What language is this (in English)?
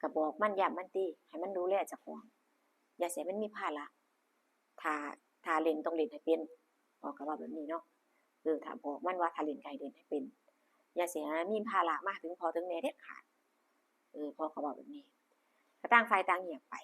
Lao